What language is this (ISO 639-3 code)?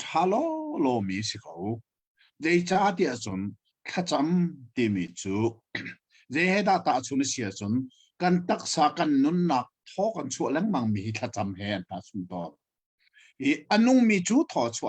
cnh